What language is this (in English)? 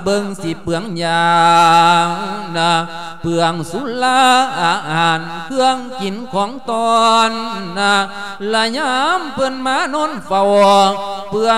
Lao